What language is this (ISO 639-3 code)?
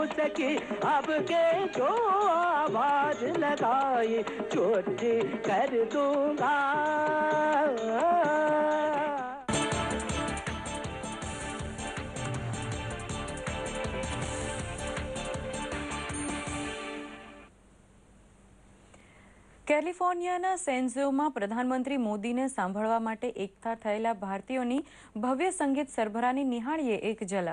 guj